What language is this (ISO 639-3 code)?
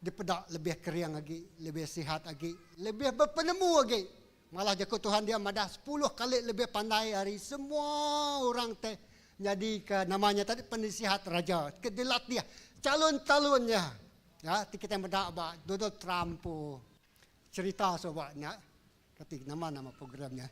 iba